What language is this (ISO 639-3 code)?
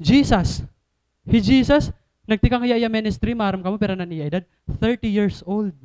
war